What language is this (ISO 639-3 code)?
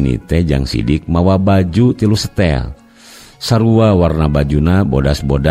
sun